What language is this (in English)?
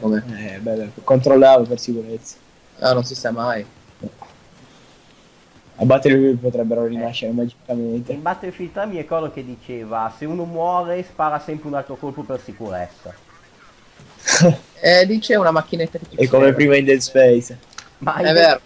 Italian